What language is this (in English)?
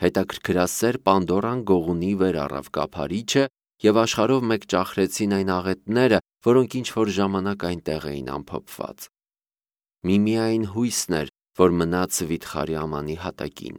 Armenian